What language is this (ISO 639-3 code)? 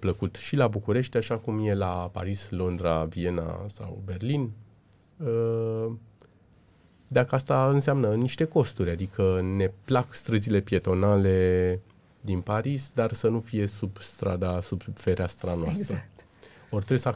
ron